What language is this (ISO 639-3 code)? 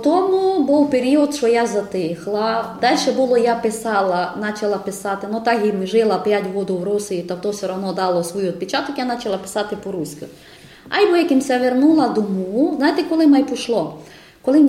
rue